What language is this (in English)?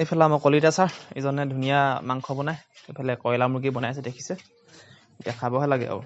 Assamese